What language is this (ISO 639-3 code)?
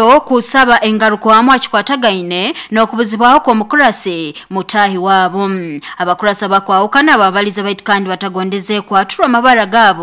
nyo